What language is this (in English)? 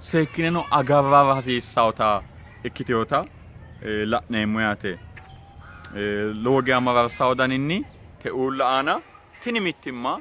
Sidamo